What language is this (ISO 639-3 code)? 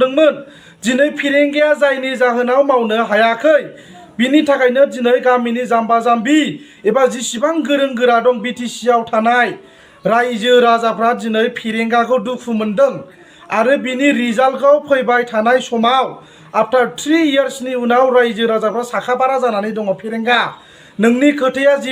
brx